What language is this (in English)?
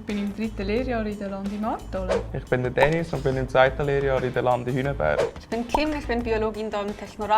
Swiss German